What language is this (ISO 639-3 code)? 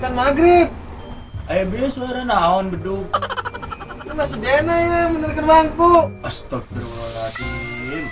sun